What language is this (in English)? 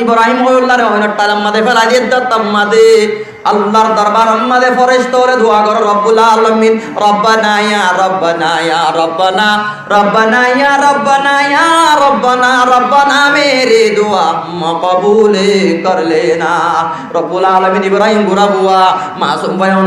Rohingya